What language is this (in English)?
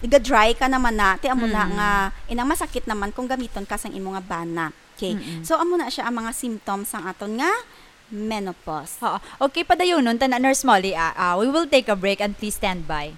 Hiligaynon